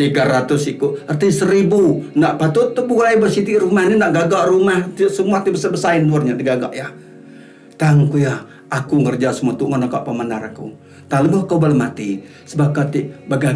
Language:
Iban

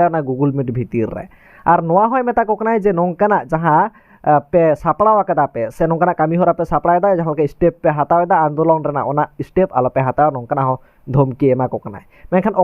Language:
Santali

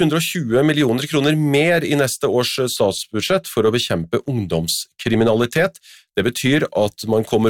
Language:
Norwegian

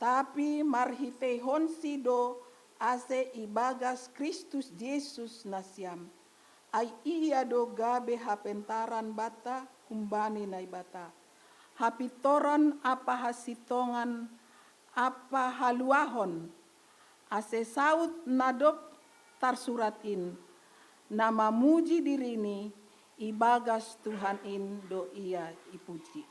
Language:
Batak Simalungun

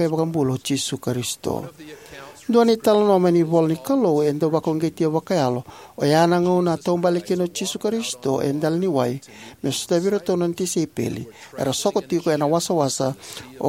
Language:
Fijian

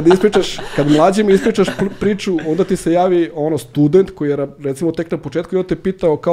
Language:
Serbian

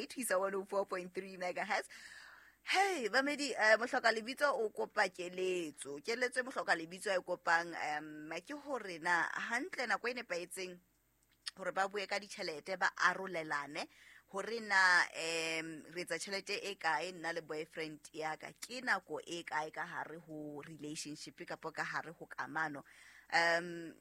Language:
Southern Sotho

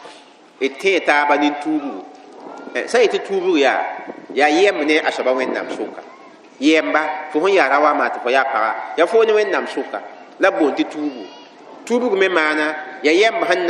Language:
Mossi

